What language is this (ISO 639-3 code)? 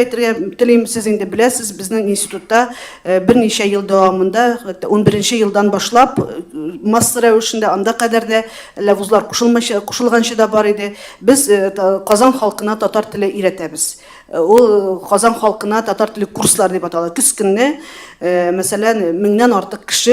tat